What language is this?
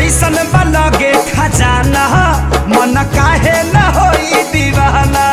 Bhojpuri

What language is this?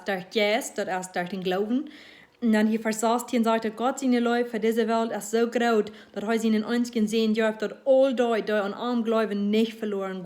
Plautdietsch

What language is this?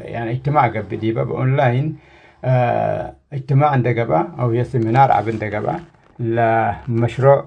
Tigre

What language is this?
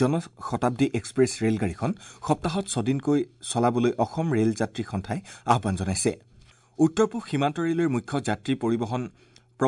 Assamese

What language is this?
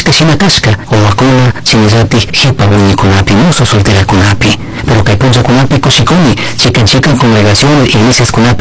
Chimborazo Highland Quichua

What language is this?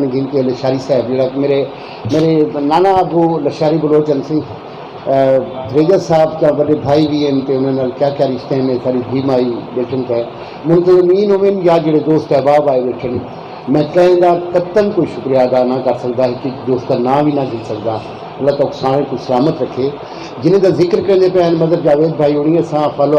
Saraiki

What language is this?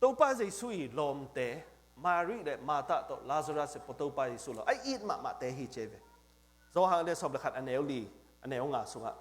Tedim Chin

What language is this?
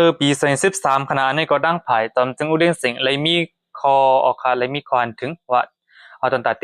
Shan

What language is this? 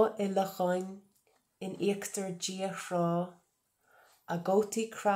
Irish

